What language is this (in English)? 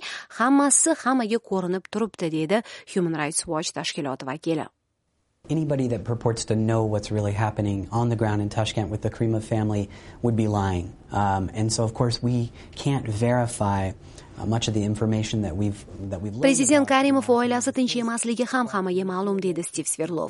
Uzbek